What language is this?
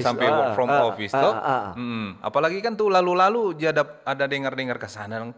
Manado Malay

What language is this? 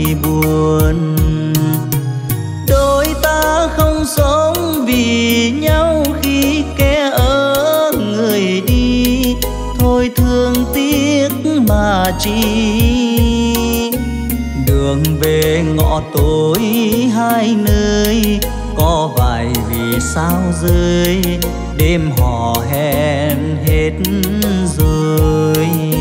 Vietnamese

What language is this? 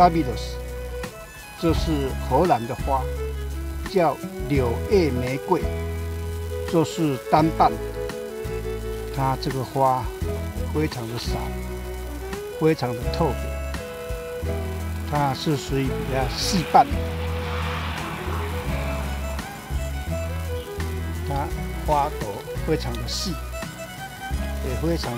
Chinese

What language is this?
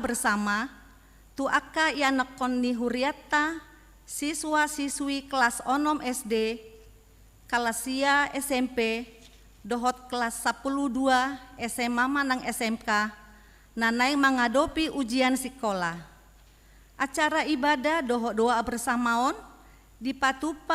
Batak Toba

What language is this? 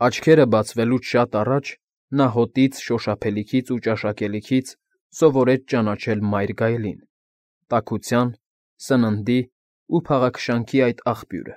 Armenian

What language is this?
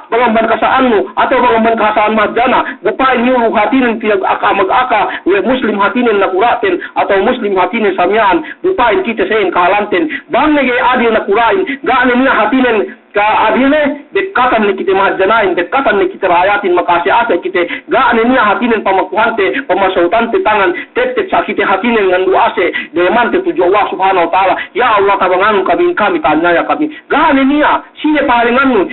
Yakan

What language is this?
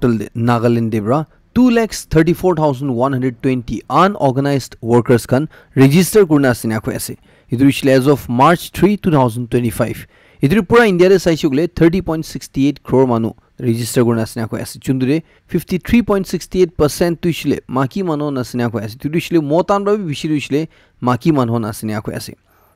Naga Pidgin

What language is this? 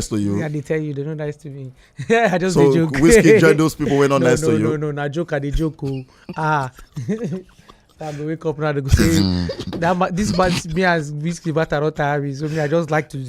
Nigerian Pidgin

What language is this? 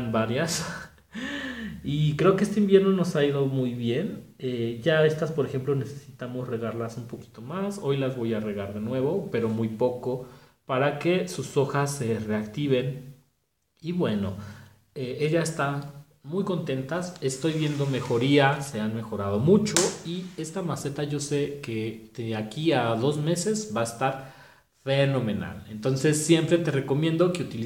Spanish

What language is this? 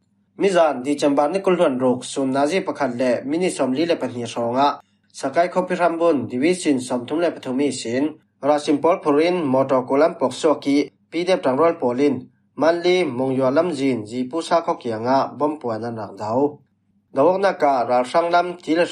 Falam Chin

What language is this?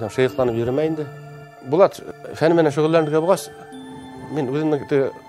Bashkir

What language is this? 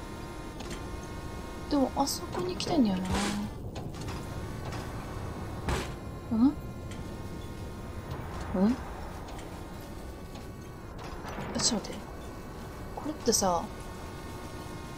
Japanese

